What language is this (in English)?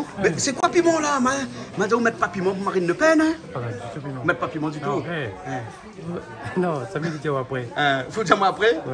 Réunion Creole French